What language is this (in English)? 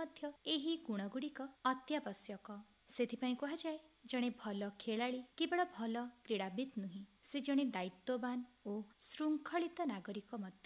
Odia